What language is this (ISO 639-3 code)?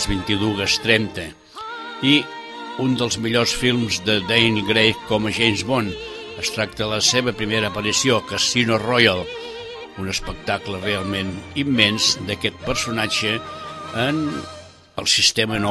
cat